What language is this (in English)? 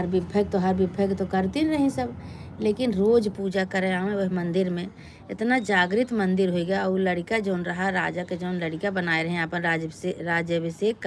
Awadhi